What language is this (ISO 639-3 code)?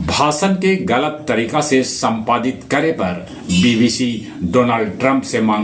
mag